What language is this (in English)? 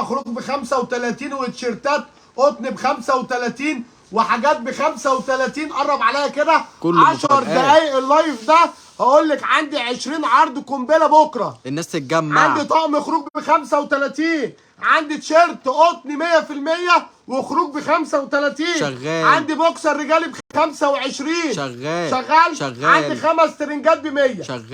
Egyptian Arabic